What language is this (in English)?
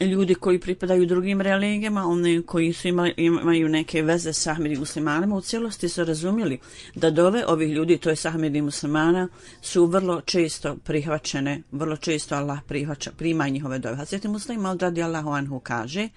Bosnian